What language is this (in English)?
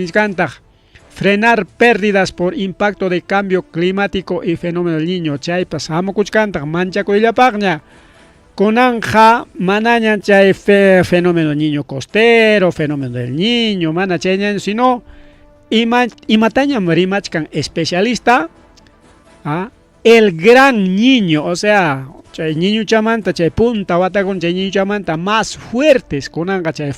Ayacucho Quechua